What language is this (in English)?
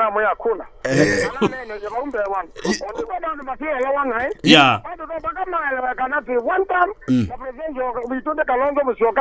Kamba